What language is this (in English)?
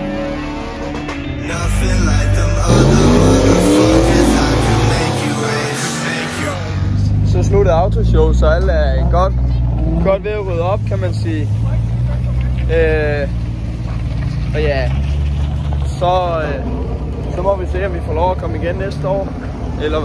Danish